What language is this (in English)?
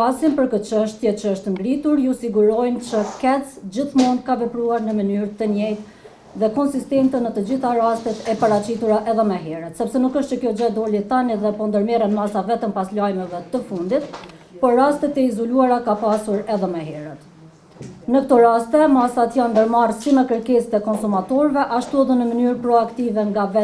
Albanian